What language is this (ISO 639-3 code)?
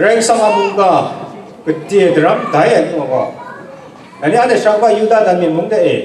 kac